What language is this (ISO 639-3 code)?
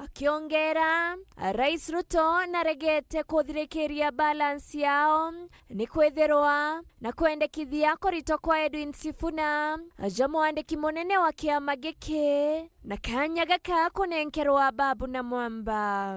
mer